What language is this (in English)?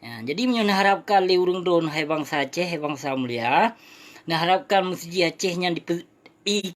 Achinese